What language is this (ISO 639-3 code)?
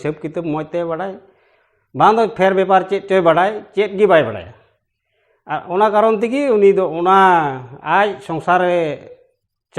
sat